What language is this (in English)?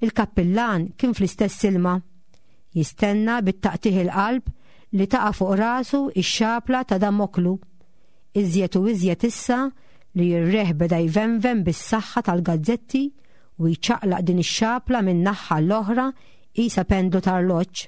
Maltese